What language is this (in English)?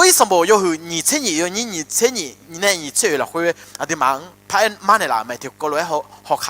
Akha